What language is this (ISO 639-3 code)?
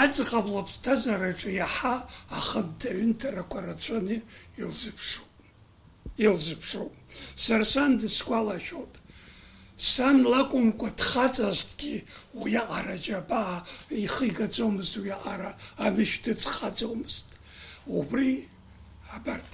abk